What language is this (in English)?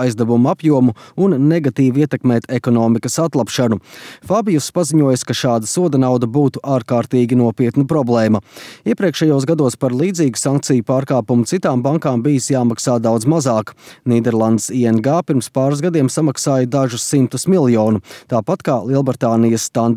Latvian